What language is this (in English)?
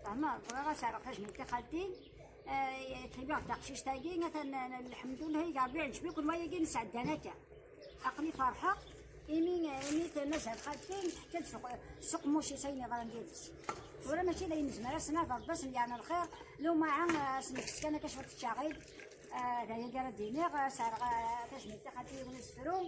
Kabyle